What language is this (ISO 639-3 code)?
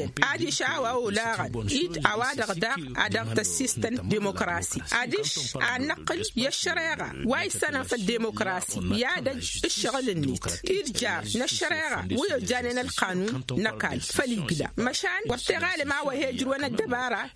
taq